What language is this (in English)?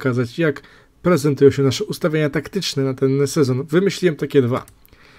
Polish